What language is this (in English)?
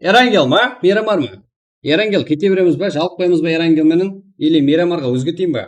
Kara-Kalpak